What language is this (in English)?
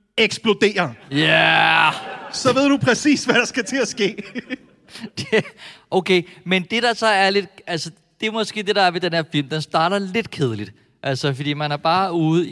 Danish